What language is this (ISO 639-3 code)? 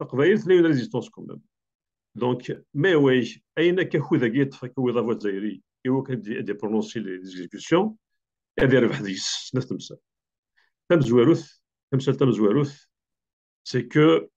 kab